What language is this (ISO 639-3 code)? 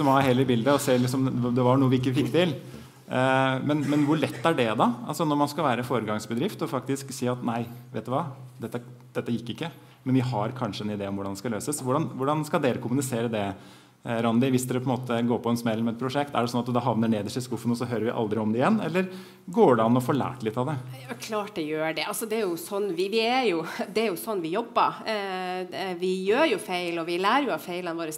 nor